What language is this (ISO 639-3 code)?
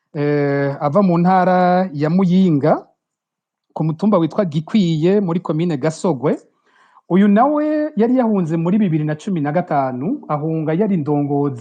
run